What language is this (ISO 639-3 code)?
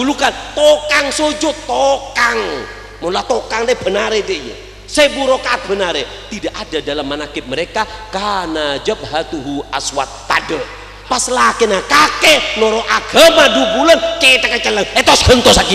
mad